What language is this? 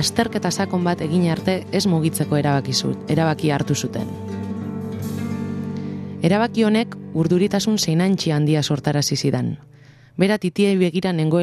Basque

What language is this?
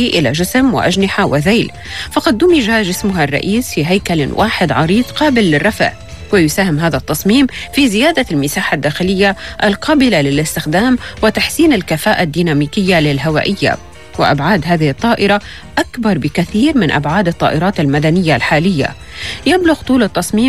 Arabic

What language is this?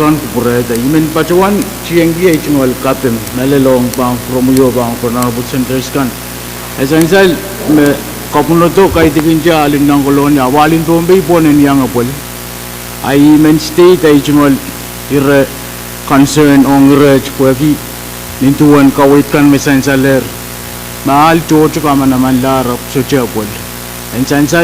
Pohnpeian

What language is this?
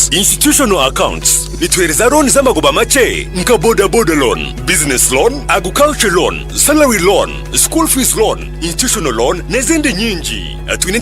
Nyankole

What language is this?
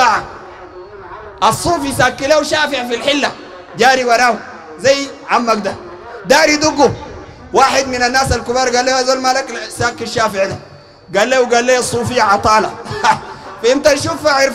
Sudanese Arabic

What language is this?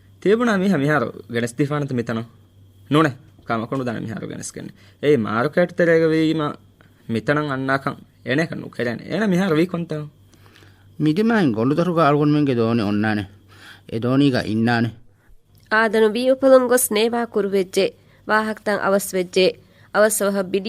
Divehi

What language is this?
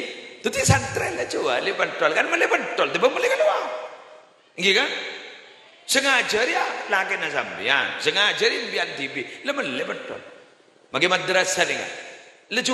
Madurese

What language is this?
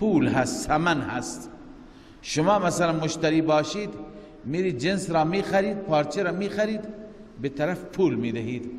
Persian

